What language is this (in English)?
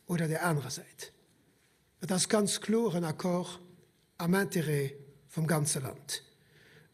Luxembourgish